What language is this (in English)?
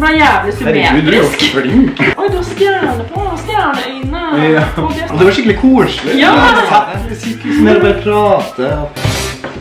Norwegian